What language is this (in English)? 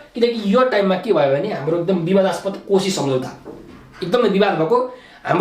Nepali